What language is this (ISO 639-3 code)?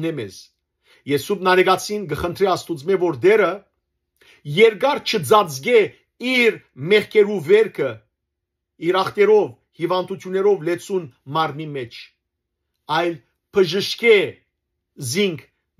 hyw